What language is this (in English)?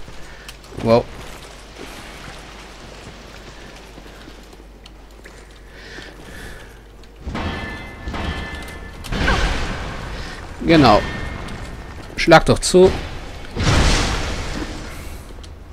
German